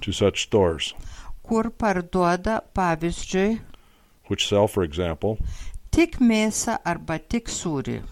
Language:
Lithuanian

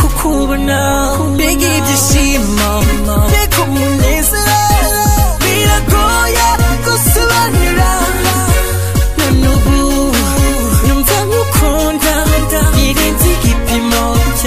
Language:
Kinyarwanda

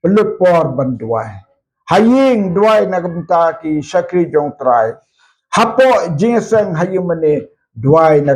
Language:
Khasi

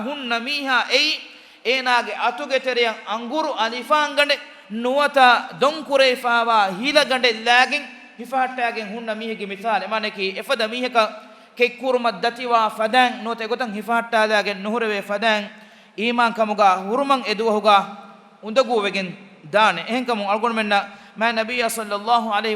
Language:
Divehi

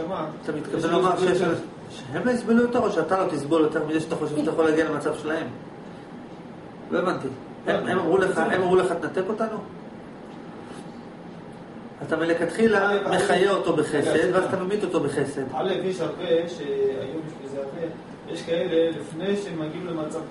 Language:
Hebrew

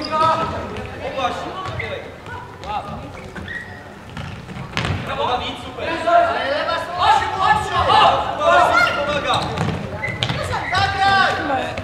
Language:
Polish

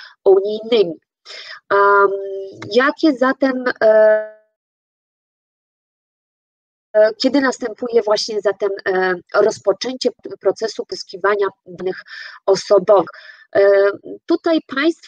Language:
Polish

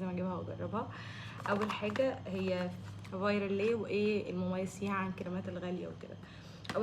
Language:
Egyptian Arabic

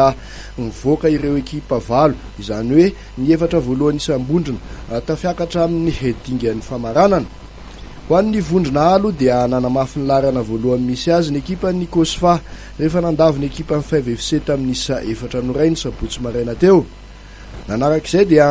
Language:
Malagasy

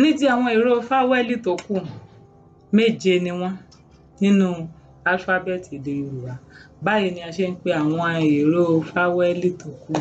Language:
Yoruba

